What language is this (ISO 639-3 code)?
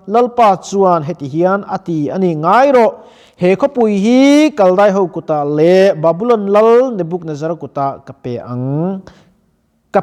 lus